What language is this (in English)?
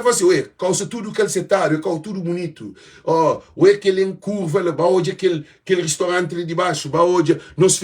Kabuverdianu